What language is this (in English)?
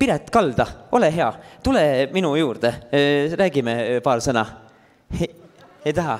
Estonian